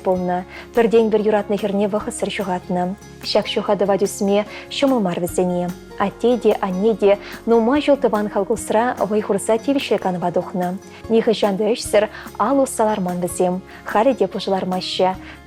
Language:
Chuvash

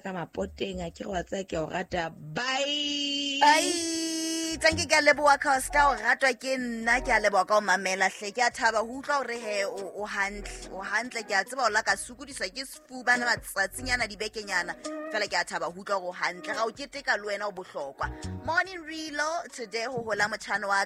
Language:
Southern Sotho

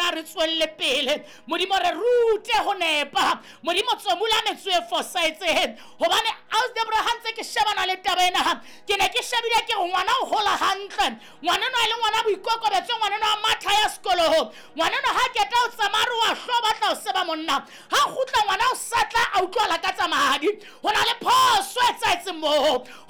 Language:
Southern Sotho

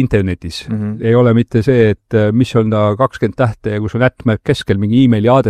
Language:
Estonian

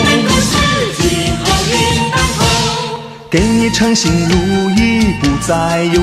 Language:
Chinese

